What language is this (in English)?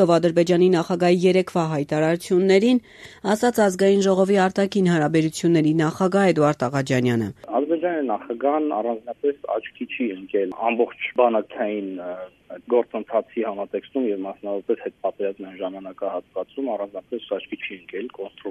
Armenian